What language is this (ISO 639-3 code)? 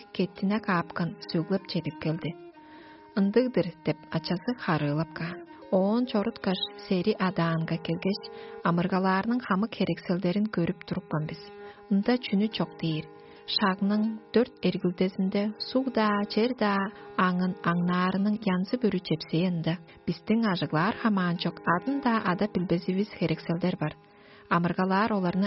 tyv